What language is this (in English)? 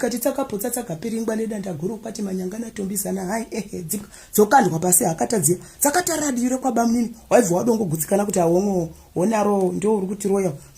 Shona